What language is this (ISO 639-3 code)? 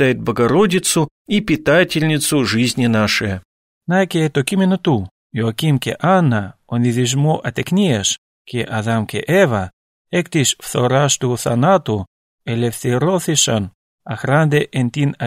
ell